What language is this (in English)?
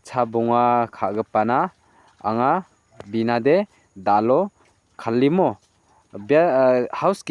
Garo